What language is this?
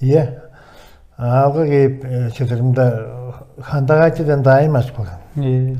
Tuvinian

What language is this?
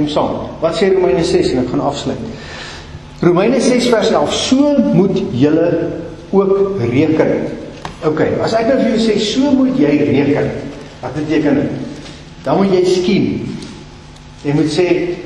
Afrikaans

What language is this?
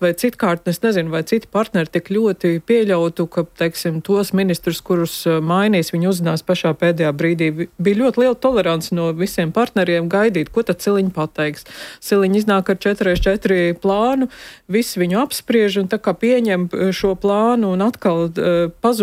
Latvian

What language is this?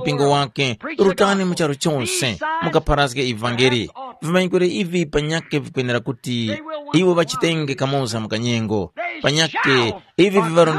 Tumbuka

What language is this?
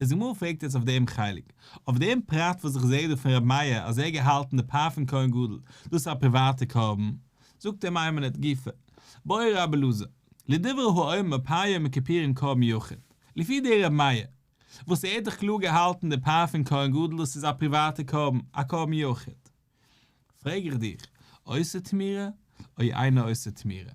Yiddish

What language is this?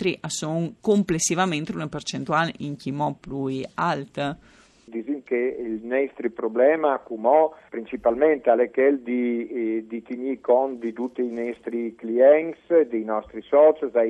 Friulian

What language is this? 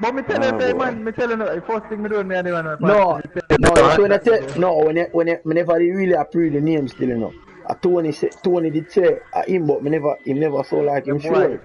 Jamaican Creole English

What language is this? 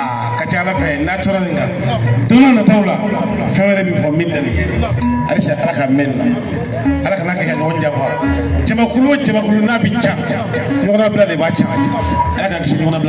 Bambara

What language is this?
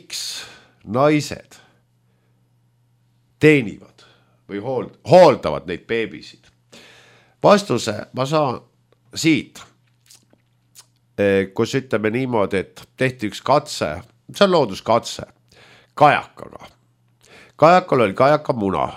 Estonian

